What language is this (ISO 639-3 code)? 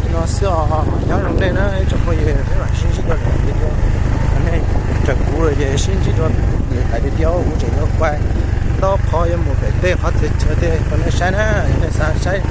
hmn